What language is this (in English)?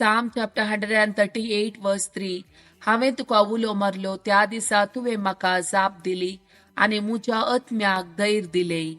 Konkani